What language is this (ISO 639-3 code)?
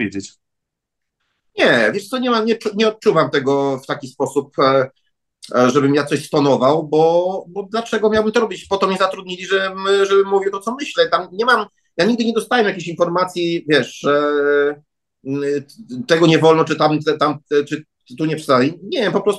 pol